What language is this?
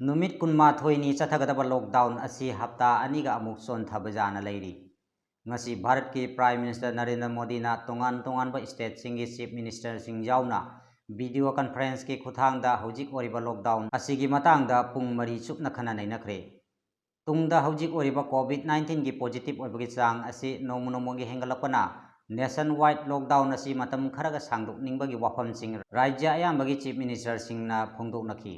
Manipuri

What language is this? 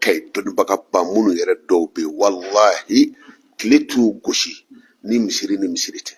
Bambara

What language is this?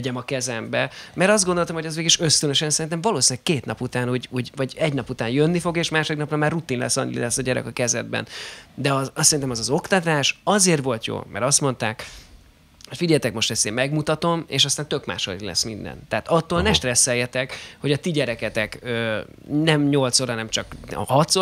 Hungarian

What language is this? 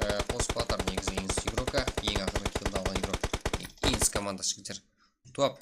Kara-Kalpak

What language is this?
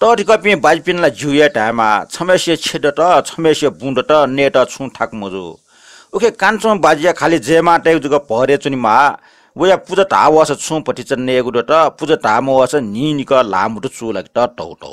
Newari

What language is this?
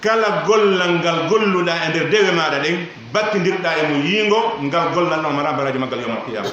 Pular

